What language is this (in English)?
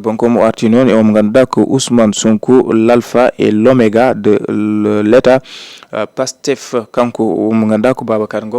Fula